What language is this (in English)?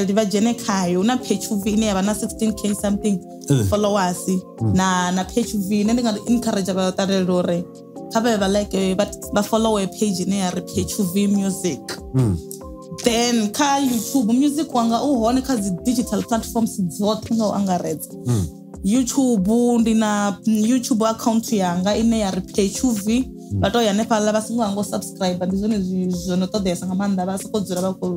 Venda